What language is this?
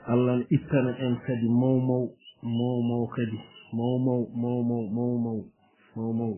Fula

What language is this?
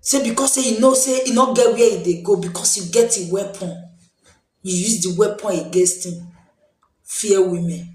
Nigerian Pidgin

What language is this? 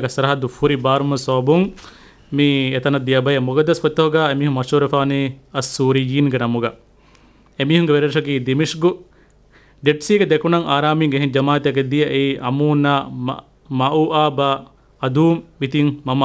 Divehi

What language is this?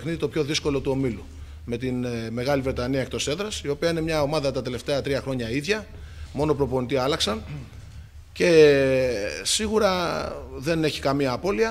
Greek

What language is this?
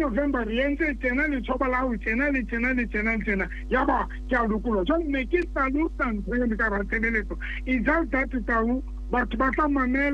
Southern Sotho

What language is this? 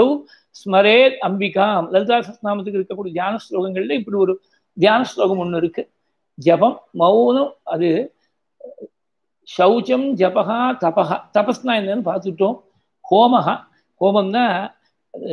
Tamil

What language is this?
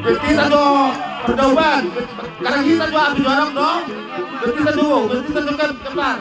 Batak Toba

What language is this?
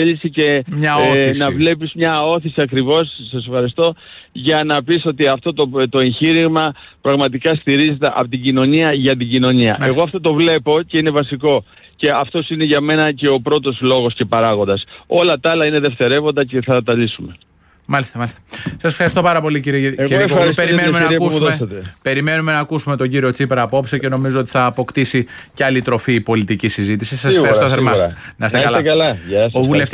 Greek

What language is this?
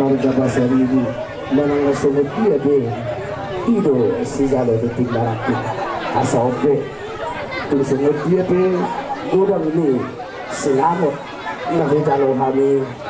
Batak Toba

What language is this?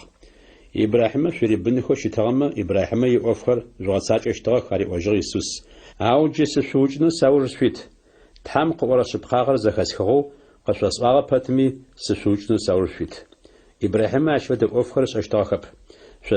Adyghe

